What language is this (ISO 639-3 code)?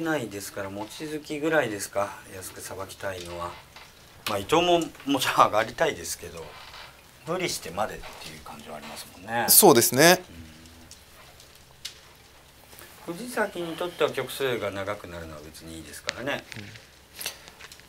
jpn